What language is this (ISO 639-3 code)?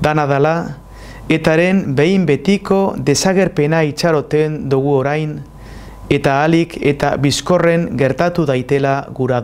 eus